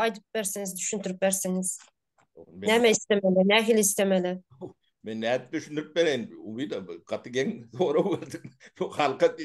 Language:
Turkmen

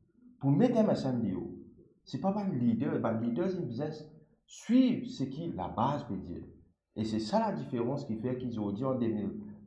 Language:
Morisyen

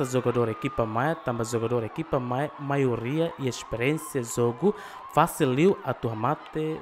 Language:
Tetum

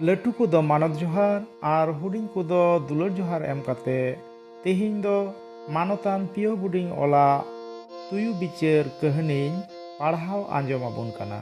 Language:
Santali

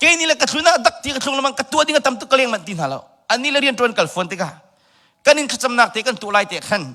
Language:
Hakha Chin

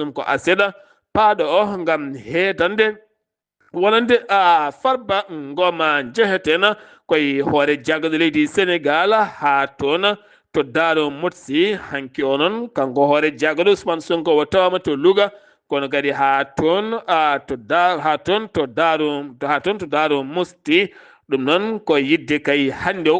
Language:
Fula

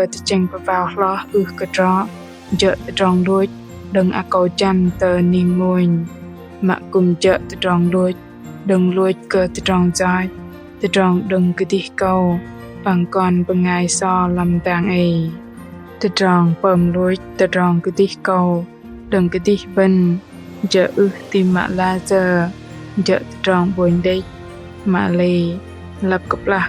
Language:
Bahnar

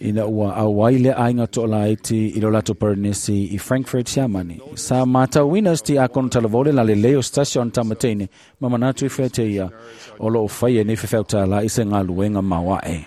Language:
Samoan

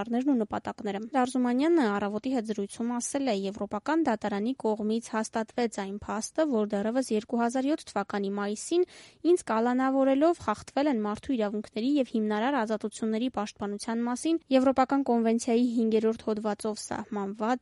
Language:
Armenian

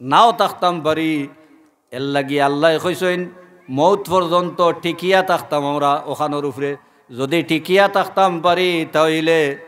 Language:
Sylheti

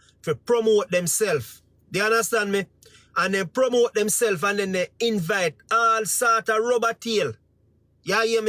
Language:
Jamaican Creole English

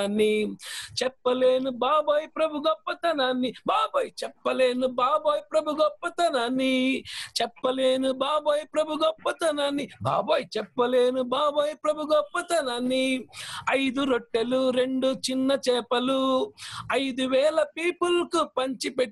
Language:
Telugu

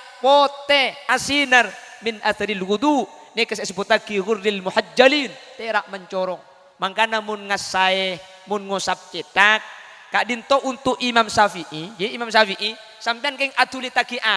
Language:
Madurese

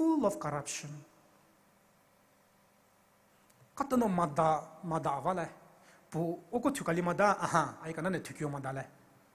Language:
Poumei Naga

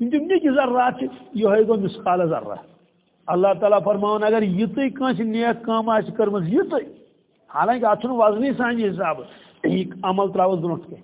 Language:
Kashmiri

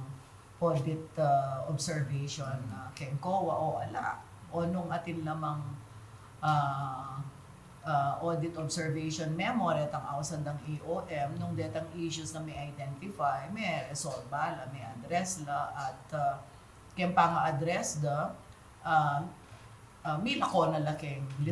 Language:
Pampanga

